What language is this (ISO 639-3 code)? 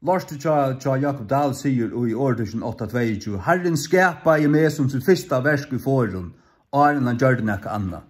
fao